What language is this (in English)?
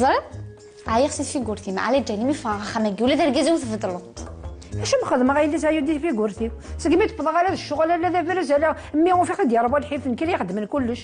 Kabyle